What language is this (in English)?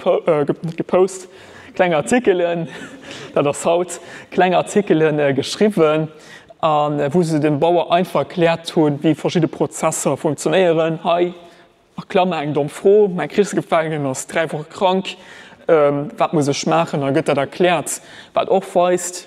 Luxembourgish